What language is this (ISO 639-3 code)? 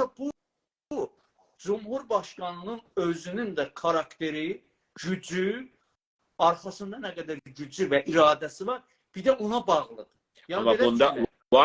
azb